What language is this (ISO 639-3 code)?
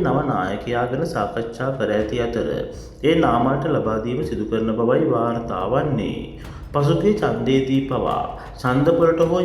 sin